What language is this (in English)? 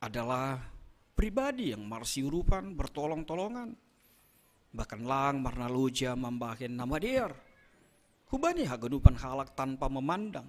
Batak Simalungun